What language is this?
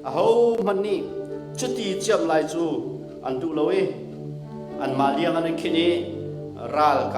Hakha Chin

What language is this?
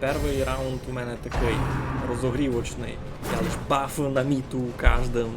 Rusyn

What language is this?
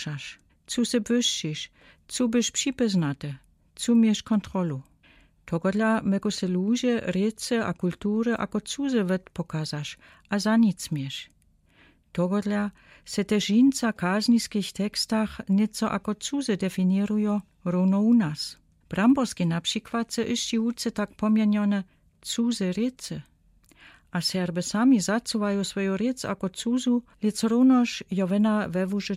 Lower Sorbian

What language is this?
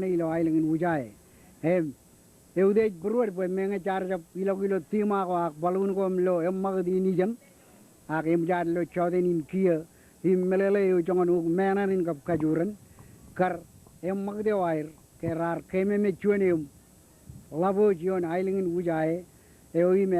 Marshallese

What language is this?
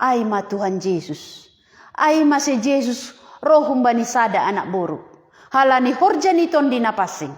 Batak Simalungun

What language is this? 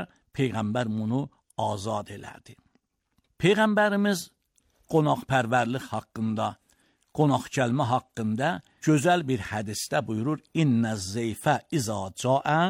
Azerbaijani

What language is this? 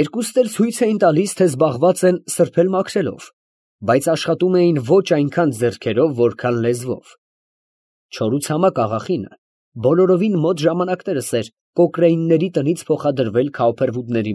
Armenian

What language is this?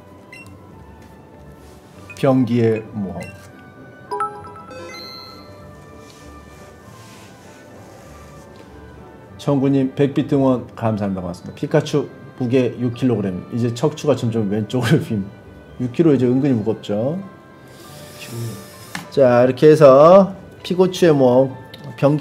Korean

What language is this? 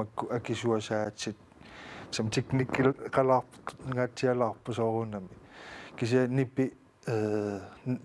Kalaallisut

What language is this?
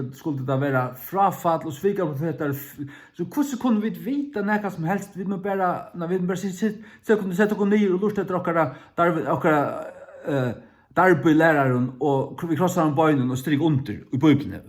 Faroese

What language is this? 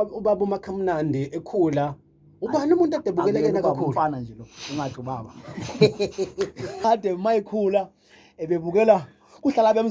Zulu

